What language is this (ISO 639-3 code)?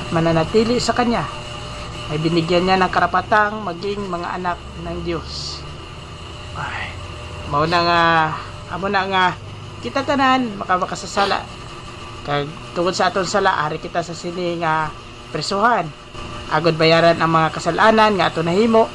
hil